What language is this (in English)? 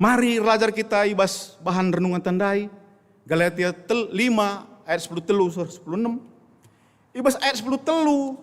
Batak Karo